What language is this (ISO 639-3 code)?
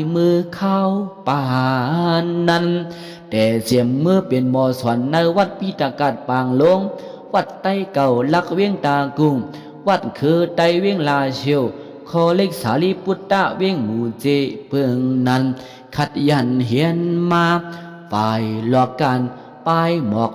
shn